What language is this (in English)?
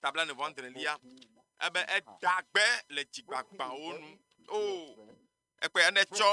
Ewe